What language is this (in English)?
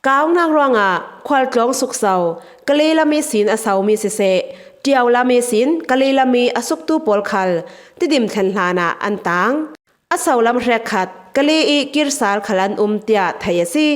Falam Chin